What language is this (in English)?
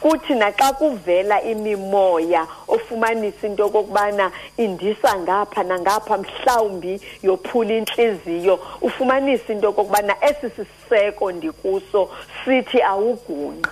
Xhosa